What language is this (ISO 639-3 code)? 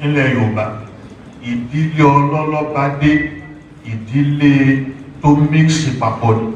yor